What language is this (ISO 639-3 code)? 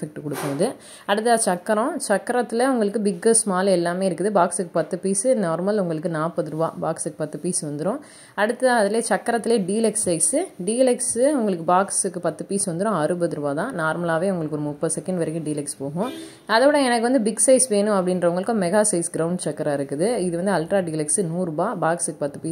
tam